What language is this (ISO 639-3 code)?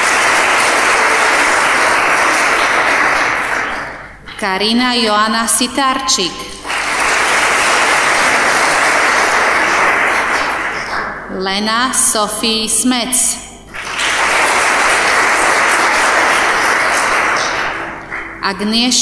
slk